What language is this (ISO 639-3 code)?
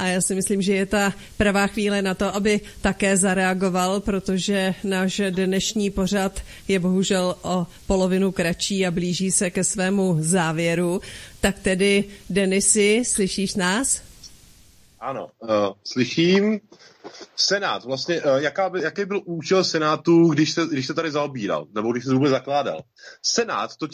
ces